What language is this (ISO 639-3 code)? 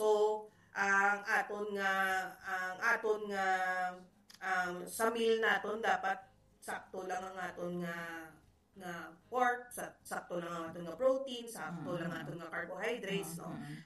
hil